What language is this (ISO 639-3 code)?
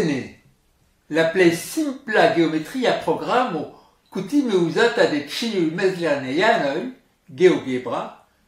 epo